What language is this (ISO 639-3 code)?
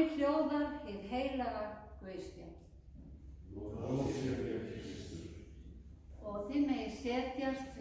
isl